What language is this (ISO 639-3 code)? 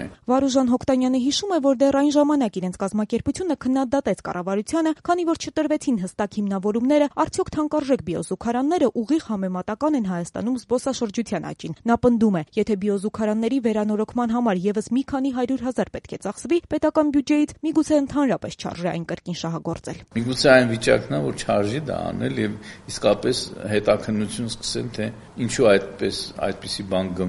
hye